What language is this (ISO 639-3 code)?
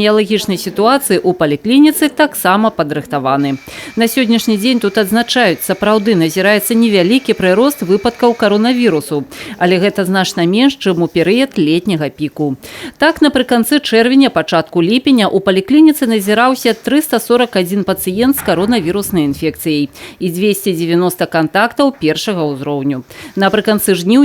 bel